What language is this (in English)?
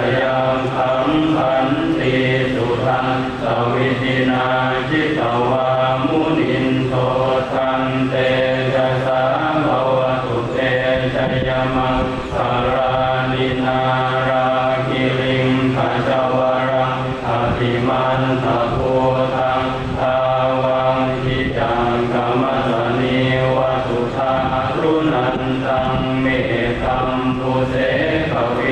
Pali